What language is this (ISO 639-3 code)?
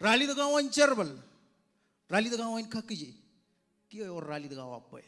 mah